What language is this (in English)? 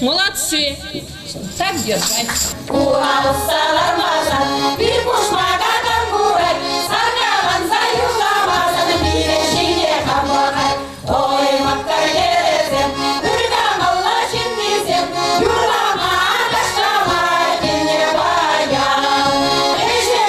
Chuvash